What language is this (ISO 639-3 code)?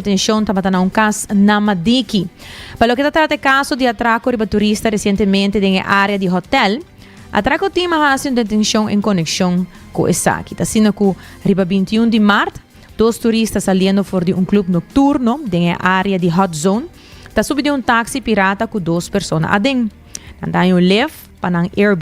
pap